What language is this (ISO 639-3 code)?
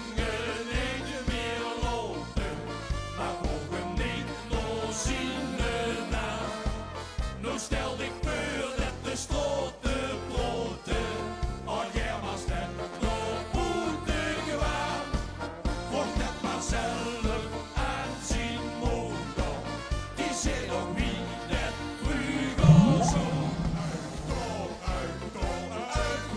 lim